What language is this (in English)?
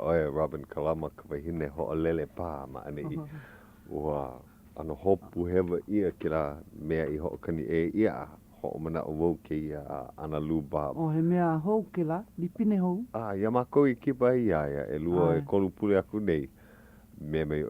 Hawaiian